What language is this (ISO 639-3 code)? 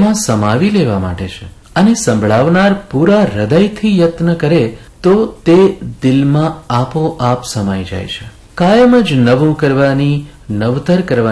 guj